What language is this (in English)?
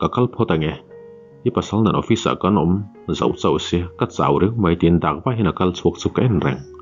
Mizo